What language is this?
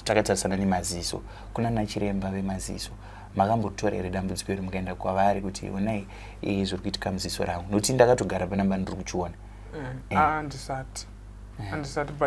Shona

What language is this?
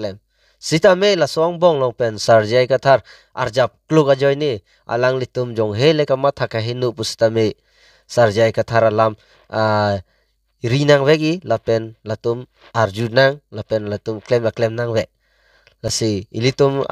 Karbi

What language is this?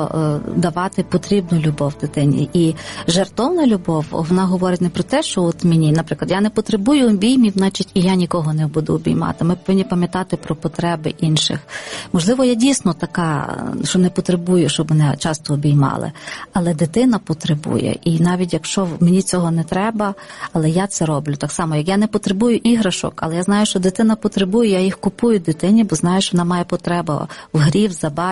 Ukrainian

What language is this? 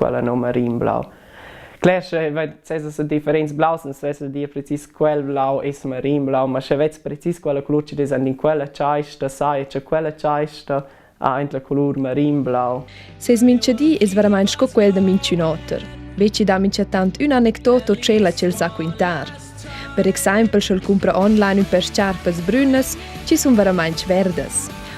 Romansh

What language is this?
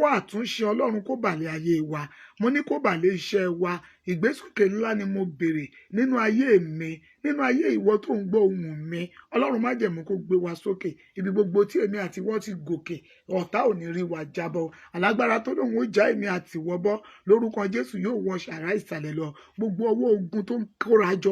Yoruba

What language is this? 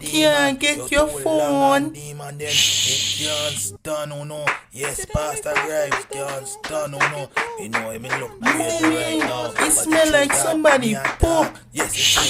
Jamaican Creole English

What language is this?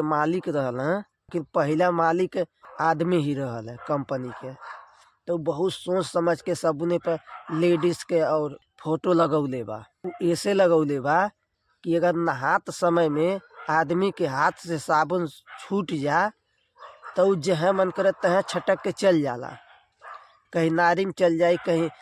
Bhojpuri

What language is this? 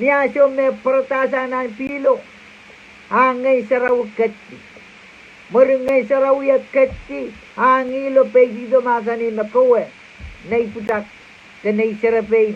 Pohnpeian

